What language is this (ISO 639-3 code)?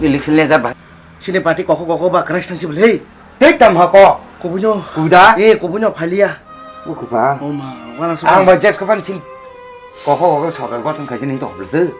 trp